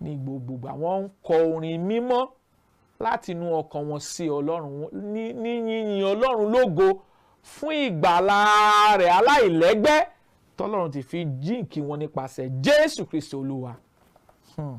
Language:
Yoruba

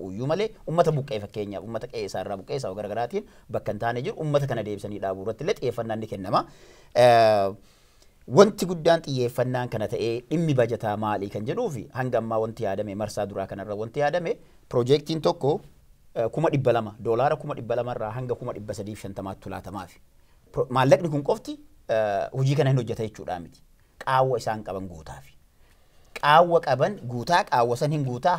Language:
Oromo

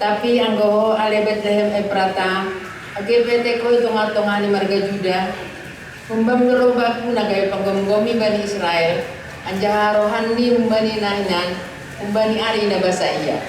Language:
Batak Simalungun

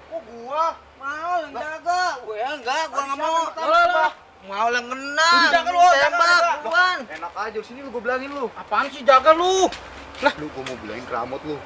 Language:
Betawi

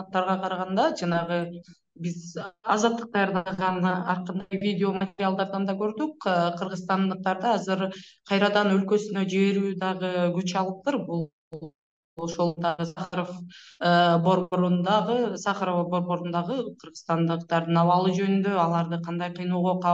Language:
Kyrgyz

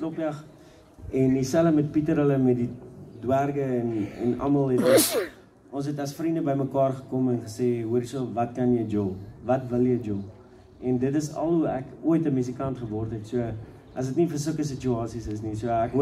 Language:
Afrikaans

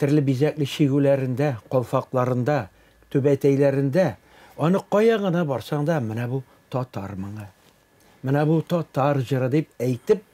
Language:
Tatar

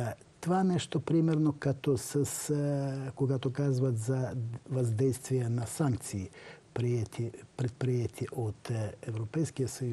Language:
Bulgarian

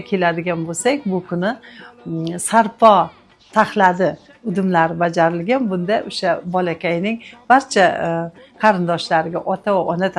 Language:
Uzbek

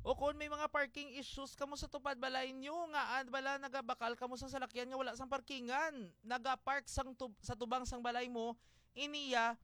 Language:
Hiligaynon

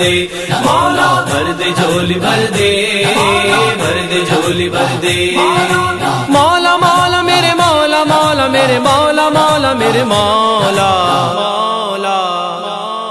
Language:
Urdu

